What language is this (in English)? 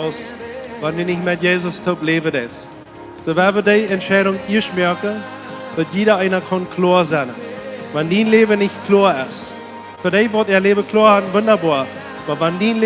Plautdietsch